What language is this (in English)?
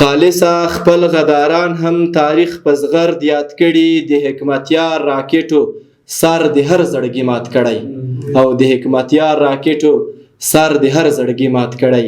Pashto